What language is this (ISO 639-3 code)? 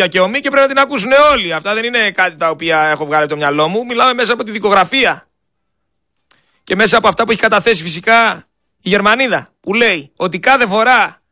ell